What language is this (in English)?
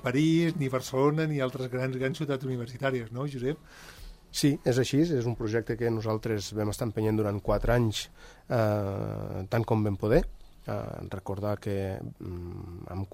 Catalan